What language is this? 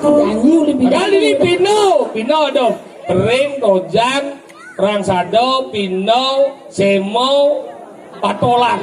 Balinese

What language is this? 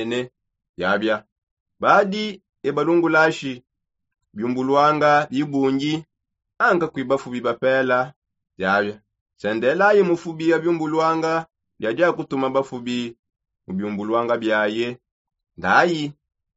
Songe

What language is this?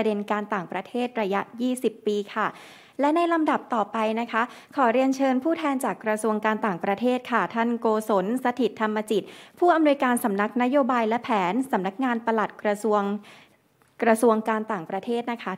Thai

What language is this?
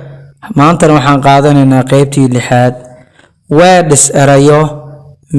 Somali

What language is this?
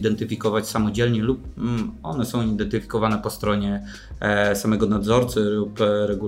Polish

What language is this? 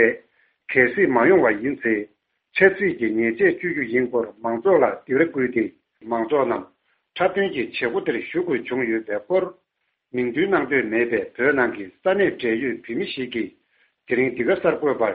Tibetan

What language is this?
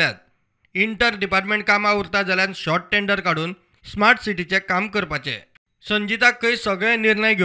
Konkani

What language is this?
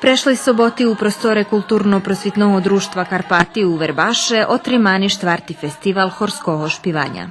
Rusyn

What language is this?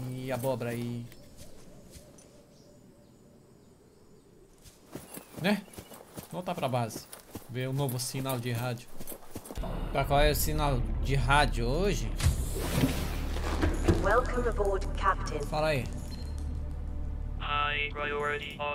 Portuguese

